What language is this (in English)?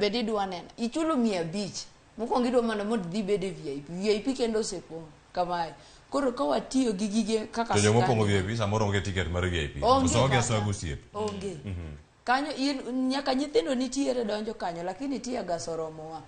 Luo (Kenya and Tanzania)